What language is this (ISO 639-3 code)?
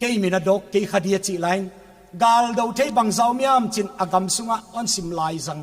pck